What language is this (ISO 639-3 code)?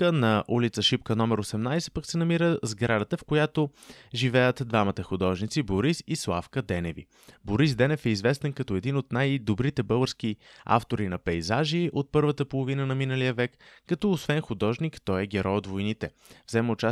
bul